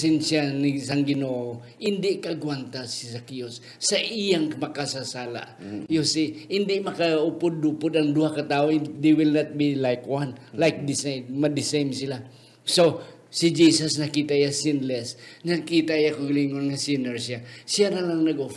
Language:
Hiligaynon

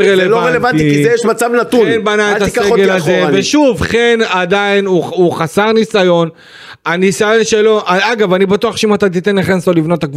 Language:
Hebrew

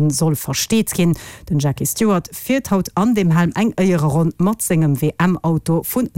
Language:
Luxembourgish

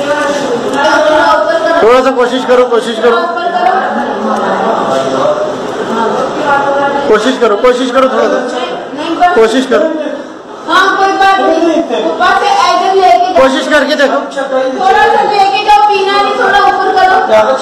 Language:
Hindi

